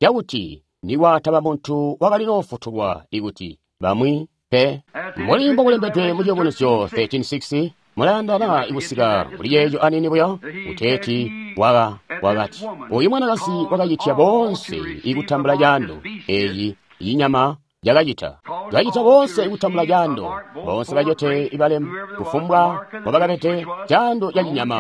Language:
Tonga (Zambia)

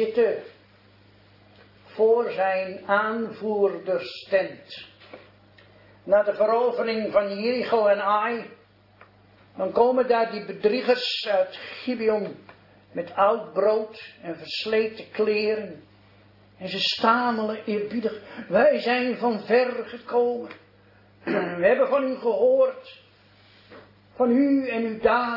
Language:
Dutch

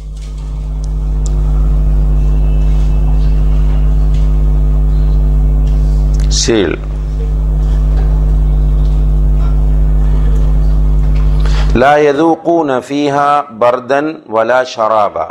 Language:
Tamil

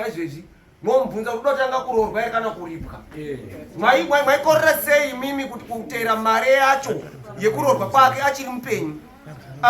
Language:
Shona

